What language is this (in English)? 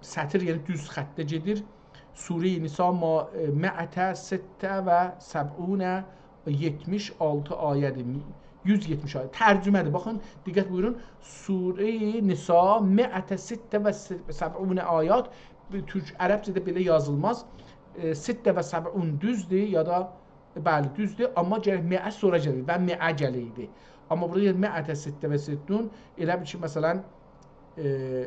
South Azerbaijani